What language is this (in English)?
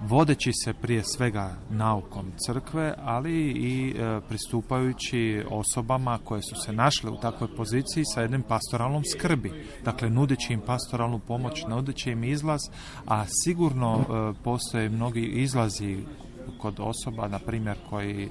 Croatian